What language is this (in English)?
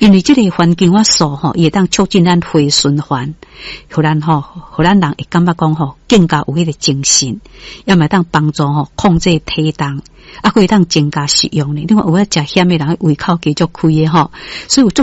Min Nan Chinese